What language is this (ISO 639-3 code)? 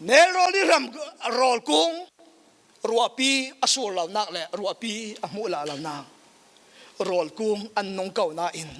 cfm